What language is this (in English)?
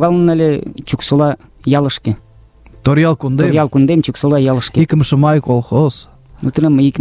Mari